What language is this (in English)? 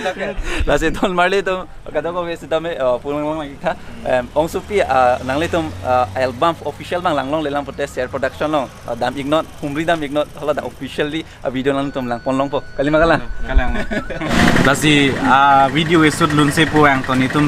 Karbi